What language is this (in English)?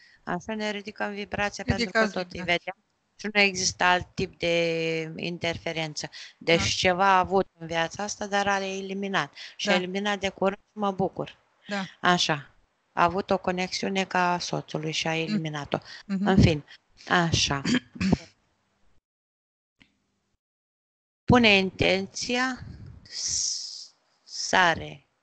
Romanian